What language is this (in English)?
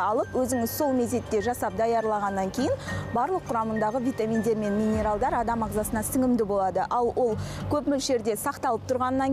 Kazakh